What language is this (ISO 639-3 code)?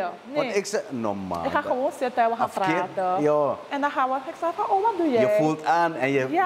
nld